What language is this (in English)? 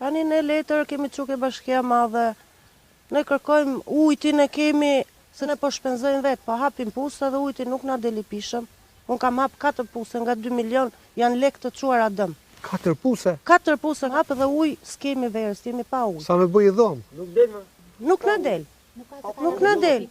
Albanian